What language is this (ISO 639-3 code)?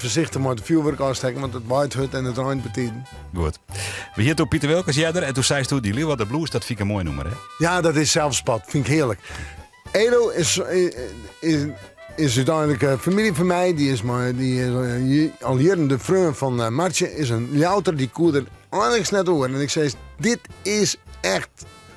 fry